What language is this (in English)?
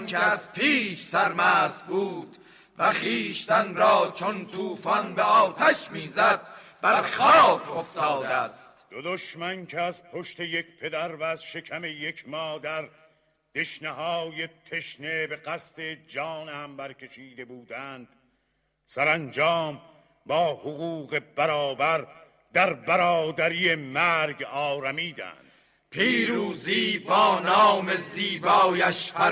Persian